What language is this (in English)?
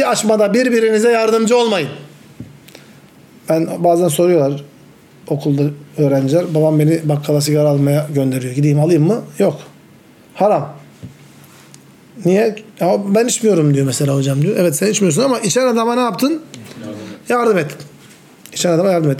Turkish